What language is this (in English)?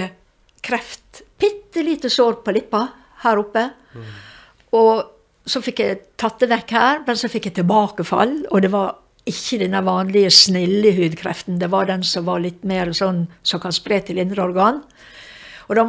Norwegian